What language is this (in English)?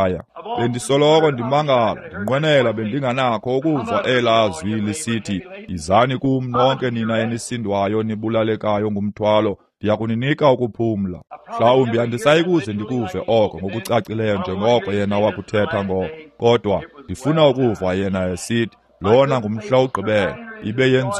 Xhosa